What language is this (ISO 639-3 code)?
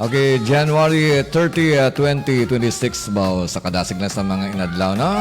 hil